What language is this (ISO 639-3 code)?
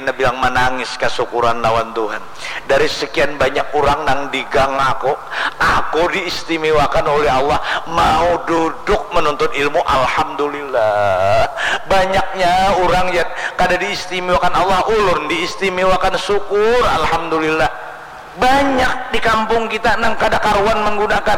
bjn